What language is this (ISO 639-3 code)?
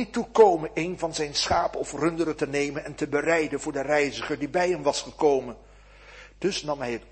nld